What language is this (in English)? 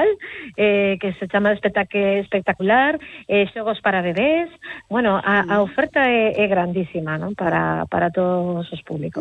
Galician